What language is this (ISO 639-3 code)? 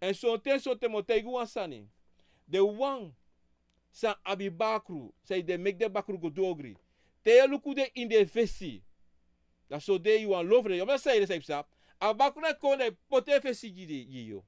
srn